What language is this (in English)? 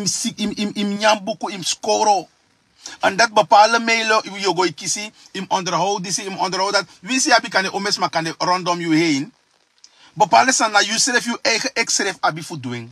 Sranan Tongo